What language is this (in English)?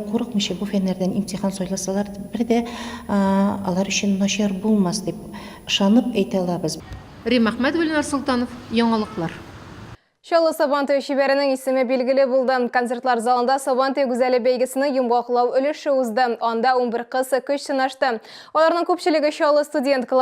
Tatar